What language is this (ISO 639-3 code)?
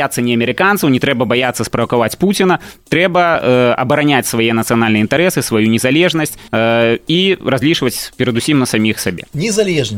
bel